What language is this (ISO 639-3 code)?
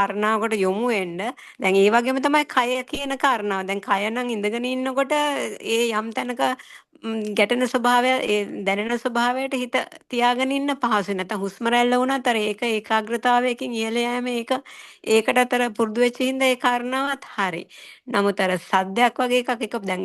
sin